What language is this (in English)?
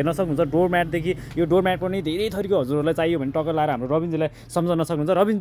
Nepali